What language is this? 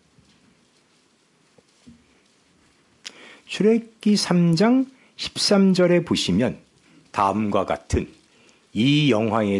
Korean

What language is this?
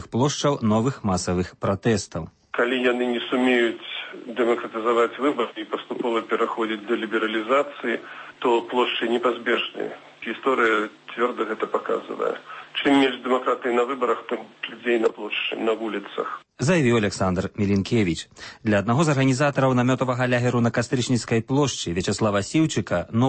Belarusian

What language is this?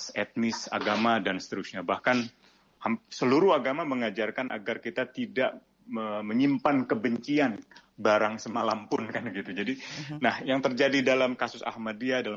Indonesian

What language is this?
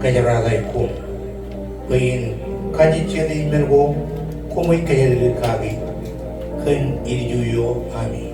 Marshallese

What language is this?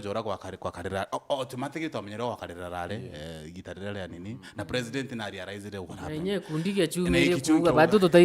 Meru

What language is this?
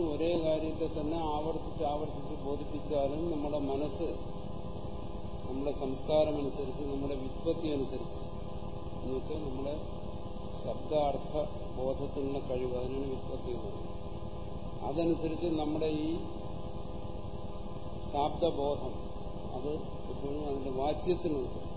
Malayalam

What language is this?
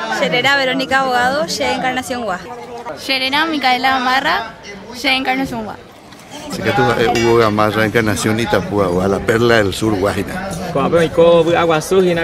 Guarani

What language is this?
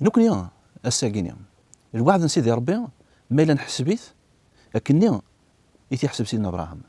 Kabyle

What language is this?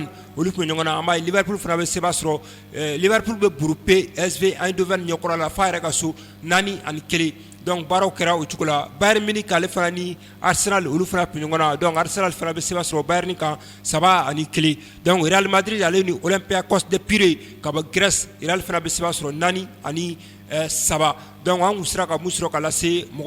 Bambara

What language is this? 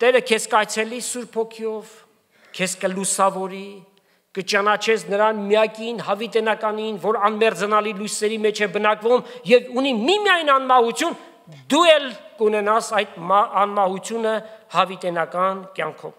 Armenian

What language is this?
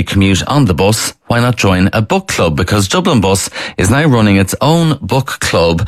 English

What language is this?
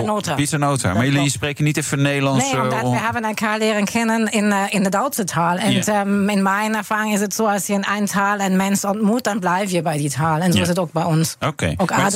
Dutch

